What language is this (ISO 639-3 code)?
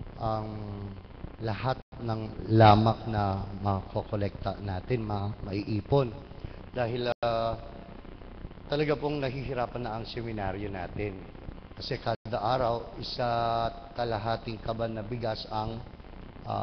fil